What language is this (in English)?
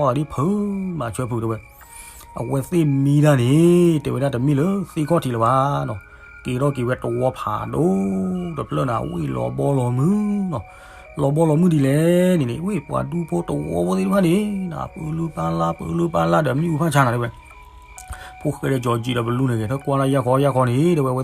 S'gaw Karen